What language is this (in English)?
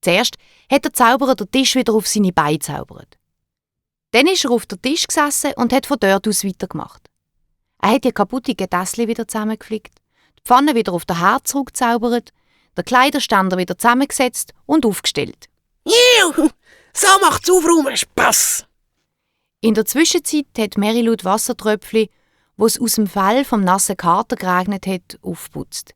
Swiss German